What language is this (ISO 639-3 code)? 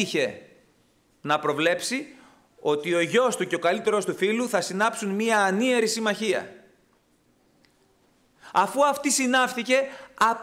ell